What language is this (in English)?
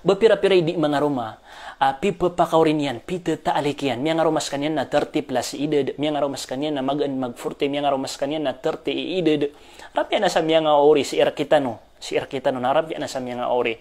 Maranao